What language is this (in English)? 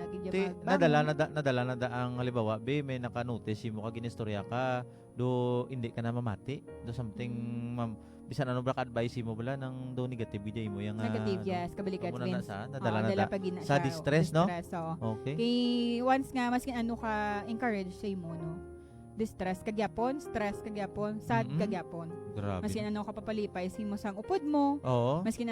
Hiligaynon